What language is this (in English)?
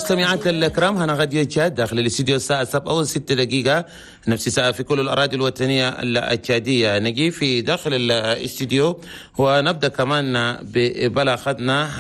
Chadian Arabic